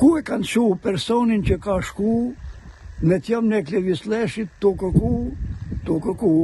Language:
Albanian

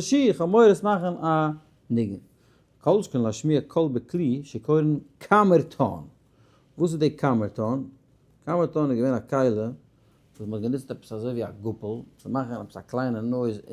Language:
Yiddish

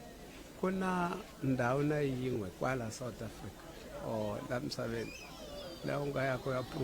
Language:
Tsonga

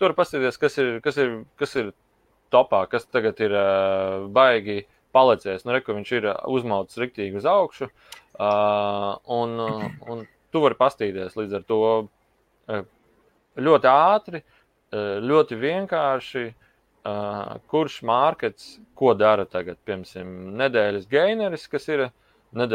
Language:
Latvian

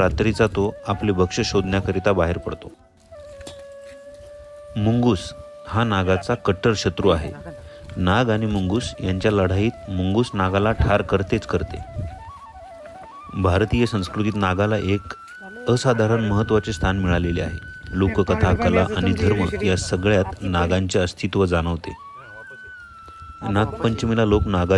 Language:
Marathi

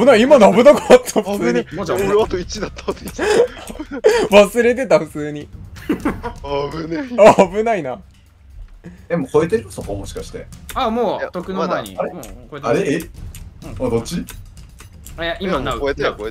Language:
Japanese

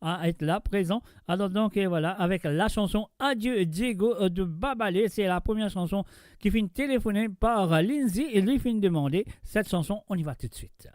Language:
Morisyen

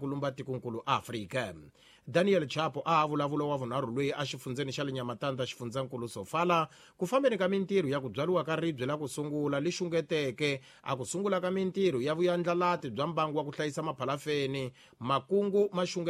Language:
Tsonga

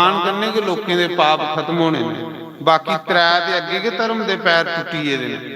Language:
Dogri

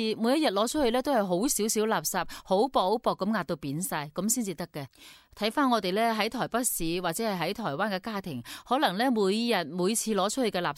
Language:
Cantonese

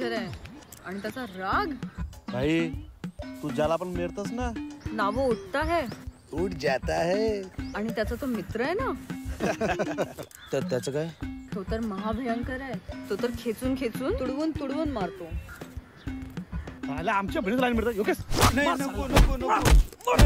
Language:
Marathi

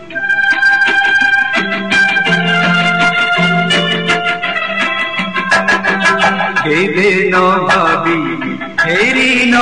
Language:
Odia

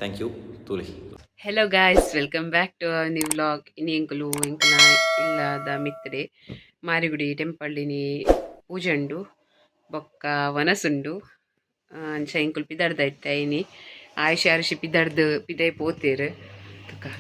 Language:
Tulu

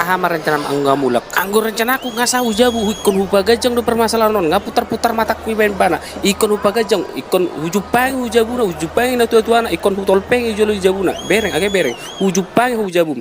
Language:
Batak Toba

